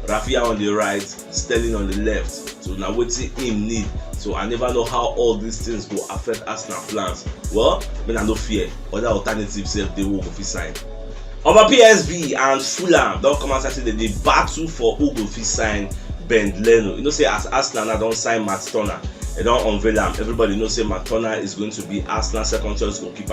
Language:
Nigerian Pidgin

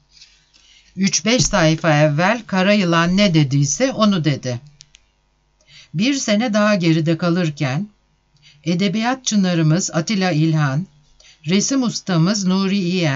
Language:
Turkish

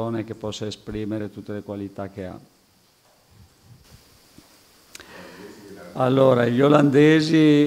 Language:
Italian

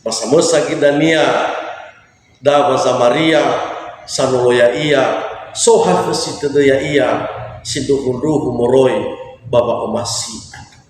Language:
Nias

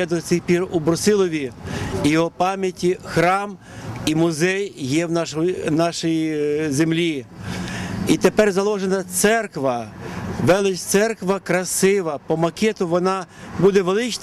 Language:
Ukrainian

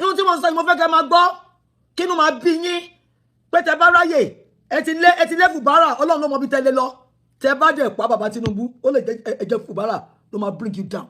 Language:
Yoruba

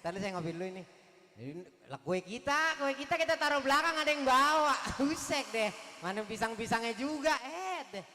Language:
Betawi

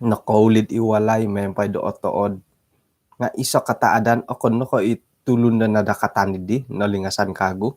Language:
Central Dusun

